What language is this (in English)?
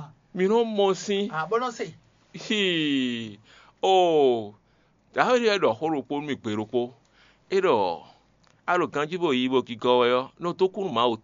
Fon